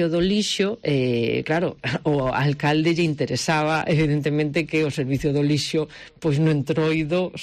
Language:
Galician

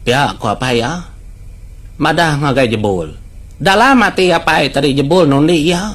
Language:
Iban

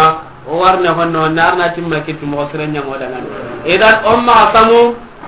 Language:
Soninke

